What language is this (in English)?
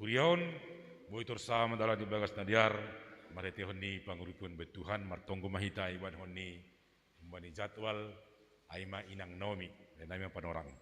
Batak Simalungun